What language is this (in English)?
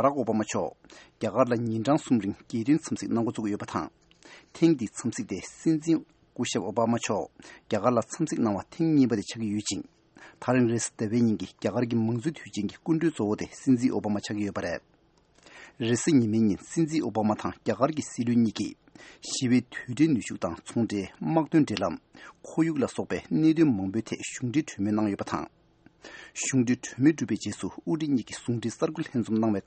Tibetan